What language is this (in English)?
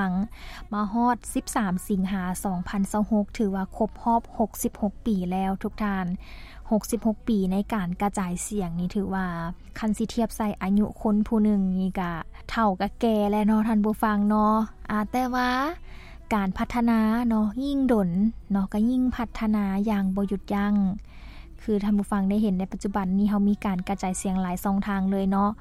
Lao